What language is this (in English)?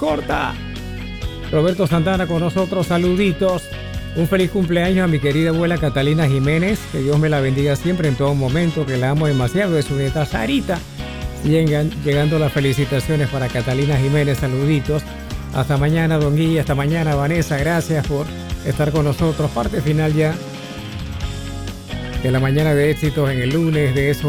Spanish